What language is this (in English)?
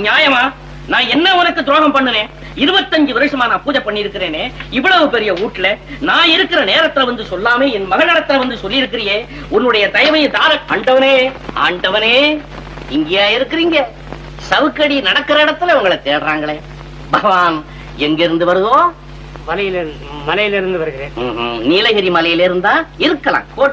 Tamil